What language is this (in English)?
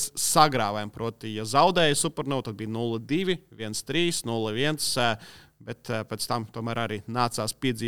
Latvian